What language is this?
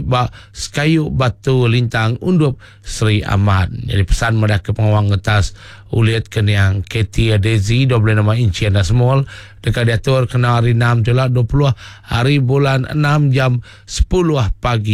Iban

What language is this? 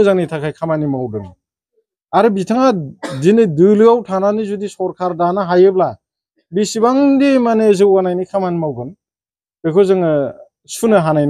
Bodo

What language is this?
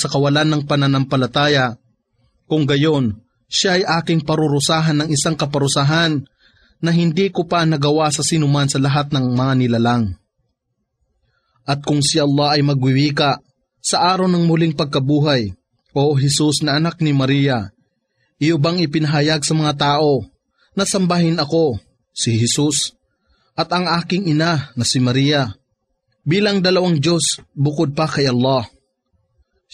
Filipino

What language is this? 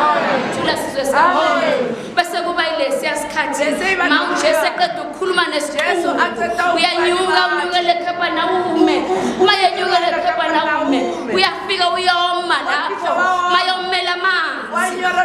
Zulu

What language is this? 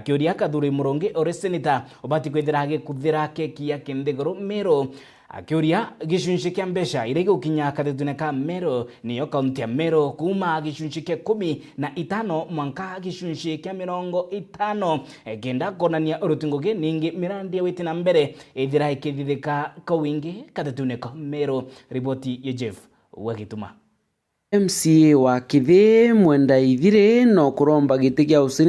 Meru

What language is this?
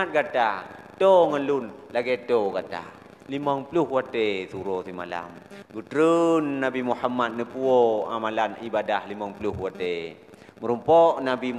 Achinese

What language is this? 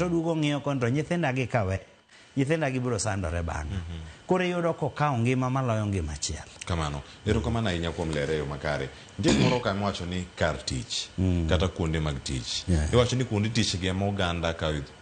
Luo (Kenya and Tanzania)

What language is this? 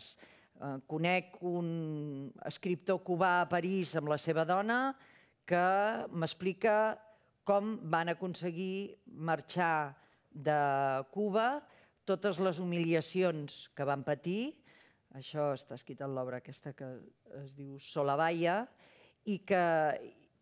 Catalan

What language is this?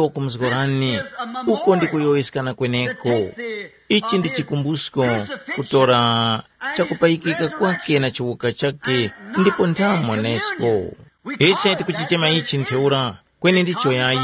Tumbuka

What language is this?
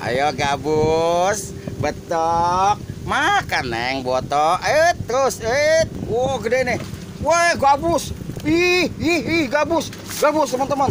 Betawi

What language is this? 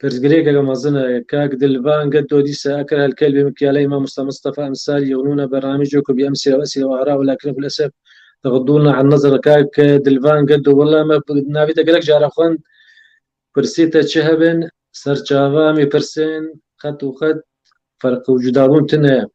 Kurdish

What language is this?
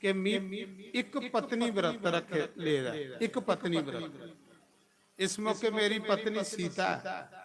Dogri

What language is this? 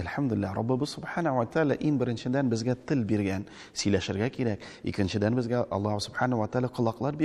Tatar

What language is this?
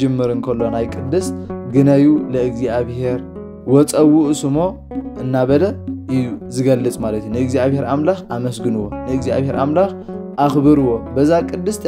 Tigrinya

